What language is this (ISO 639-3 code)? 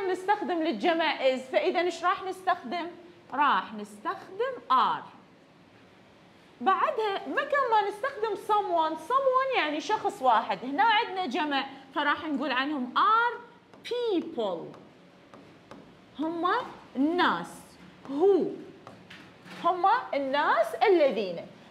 acm